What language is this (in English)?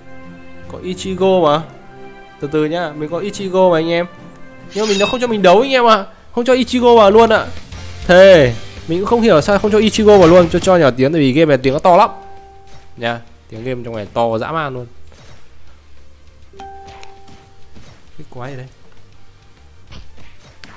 Vietnamese